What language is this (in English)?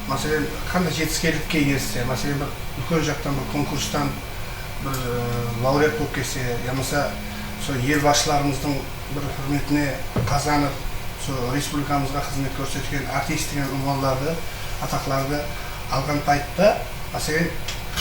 Kara-Kalpak